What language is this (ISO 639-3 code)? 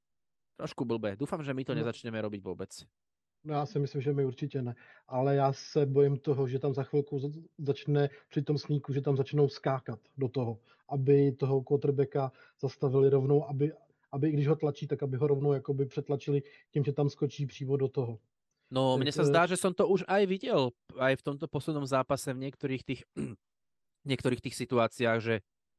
slk